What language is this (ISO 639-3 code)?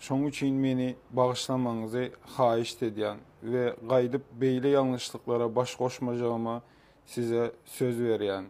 tuk